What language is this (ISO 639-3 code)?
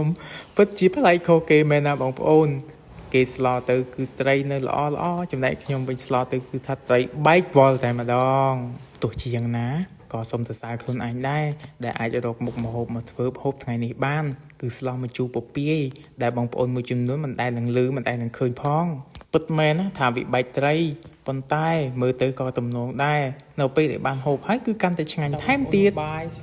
khm